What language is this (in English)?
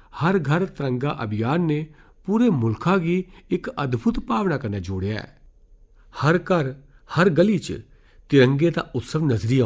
Dogri